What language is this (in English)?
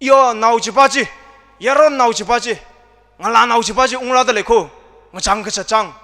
Tangkhul Naga (India)